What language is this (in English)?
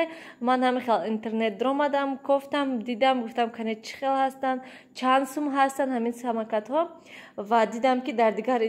Tajik